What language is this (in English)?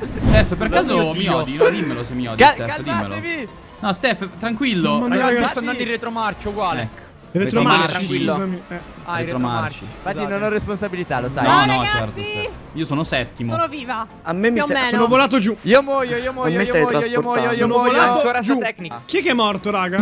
Italian